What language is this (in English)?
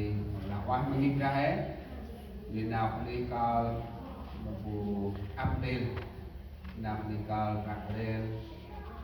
Central Mnong